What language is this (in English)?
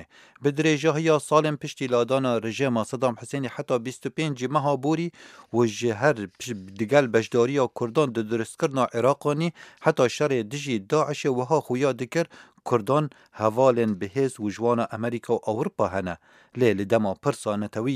Kurdish